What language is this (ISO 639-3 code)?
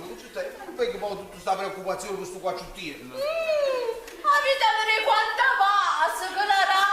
nap